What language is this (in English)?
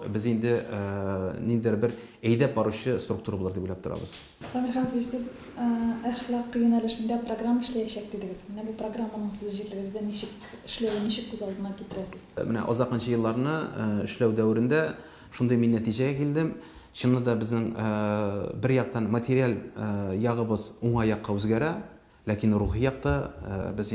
Tatar